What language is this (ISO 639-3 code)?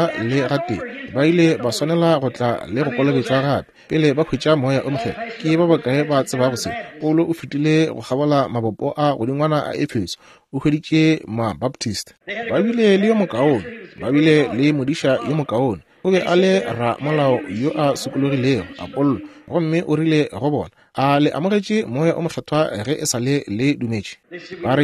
nso